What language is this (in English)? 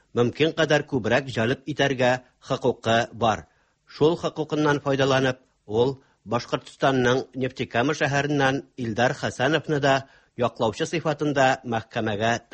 Tatar